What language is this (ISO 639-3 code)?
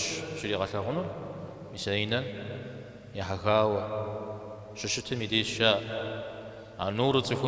kbd